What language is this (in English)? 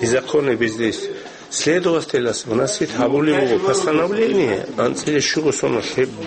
Avaric